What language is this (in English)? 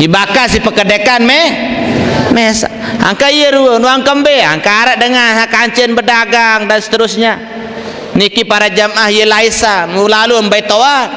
Sasak